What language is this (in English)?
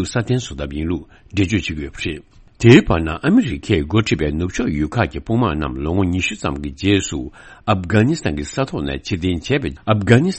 Tibetan